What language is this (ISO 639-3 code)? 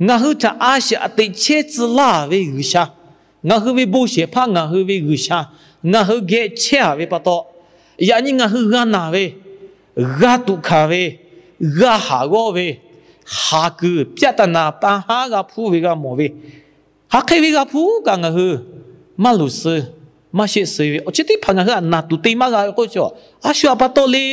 lhu